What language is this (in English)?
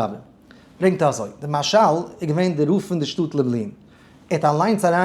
Yiddish